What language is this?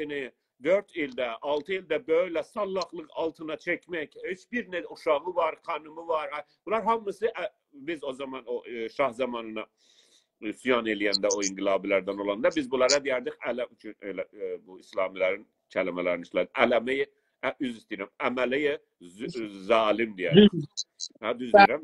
South Azerbaijani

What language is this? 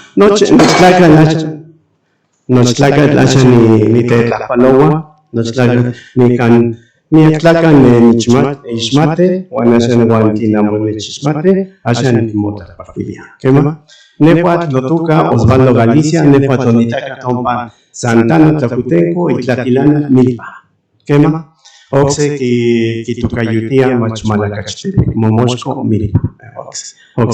Central Nahuatl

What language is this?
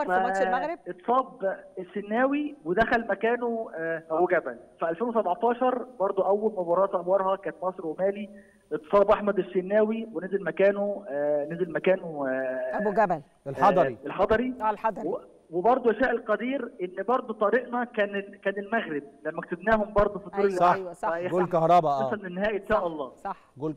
Egyptian Arabic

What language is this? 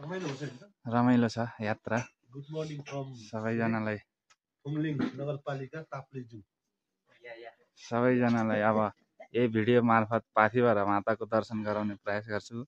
Nepali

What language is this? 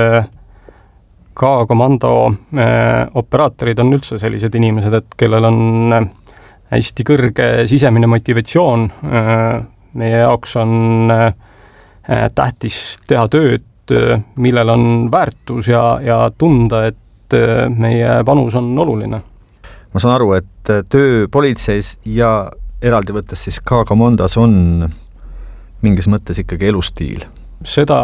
Estonian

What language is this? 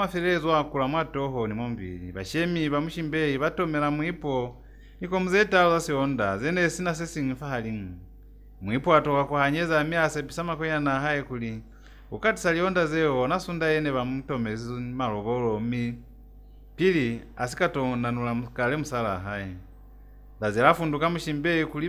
Lozi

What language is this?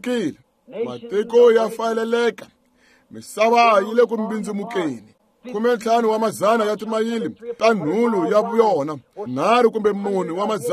Tsonga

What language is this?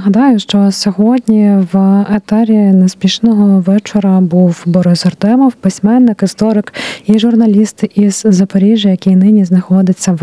Ukrainian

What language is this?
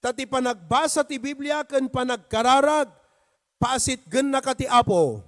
Iloko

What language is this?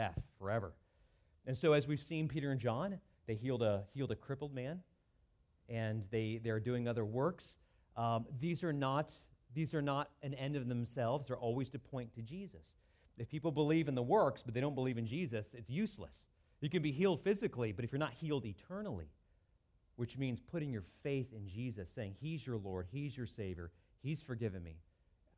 English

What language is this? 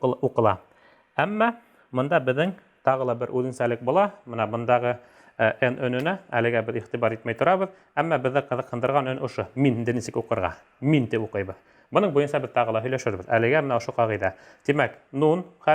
Bashkir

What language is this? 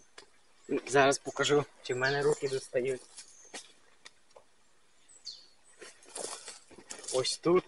Ukrainian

